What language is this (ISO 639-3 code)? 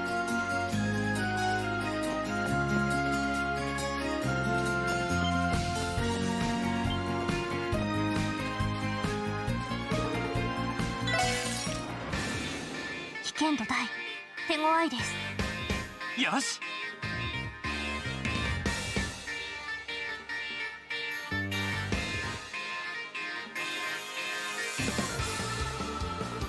jpn